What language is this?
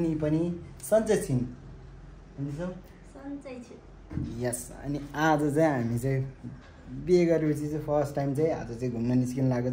Nepali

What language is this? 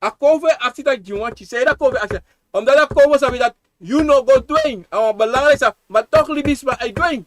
Sranan Tongo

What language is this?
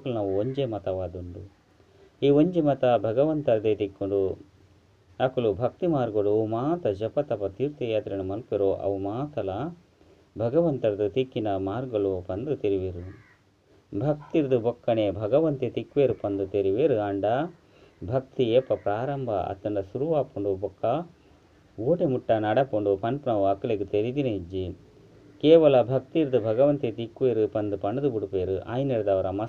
Tulu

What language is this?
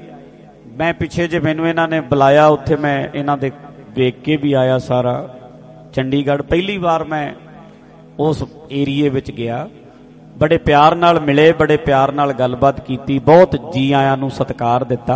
Punjabi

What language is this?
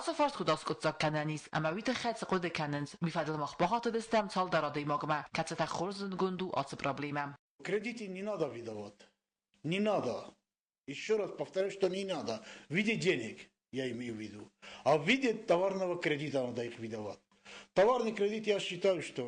Ossetic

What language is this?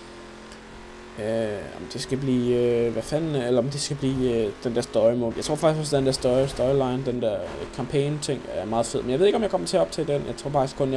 Danish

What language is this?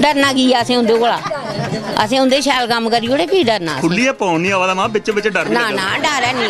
Dogri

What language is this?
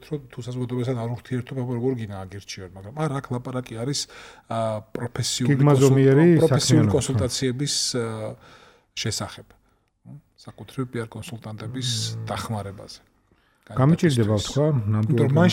Georgian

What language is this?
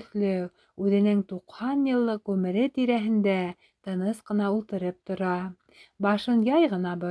Bashkir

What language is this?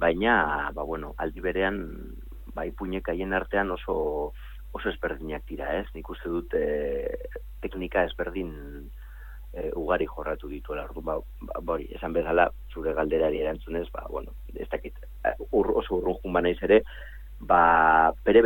Basque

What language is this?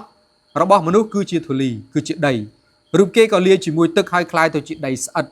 Khmer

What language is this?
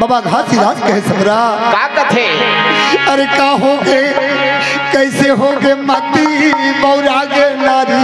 Chhattisgarhi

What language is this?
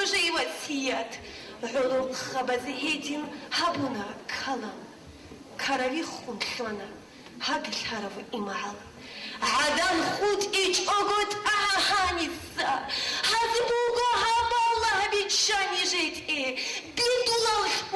Avaric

